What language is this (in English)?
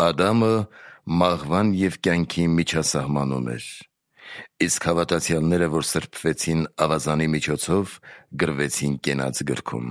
Armenian